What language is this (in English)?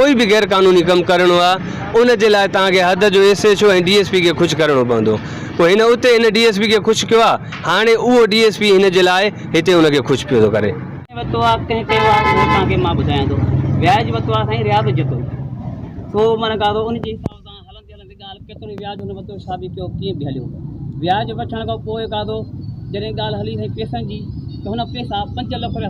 Sindhi